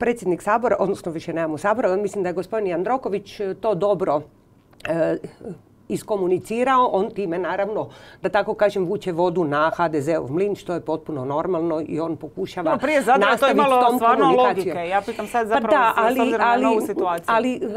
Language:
Croatian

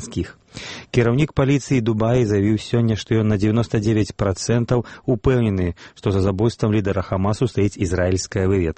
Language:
Belarusian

